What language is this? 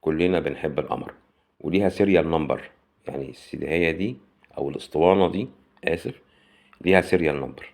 Egyptian Arabic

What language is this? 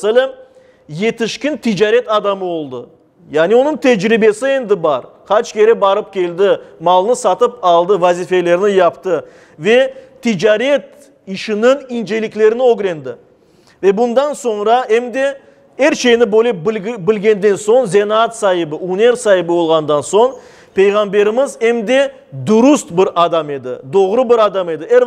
Crimean Tatar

